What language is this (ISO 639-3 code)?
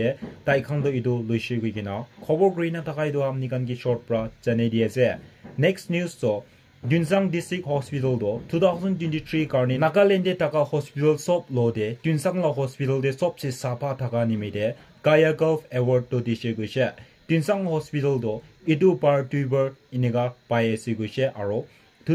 nag